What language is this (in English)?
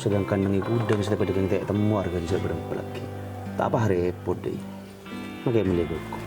Madurese